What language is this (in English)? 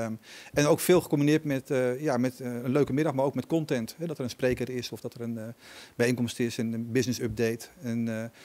Dutch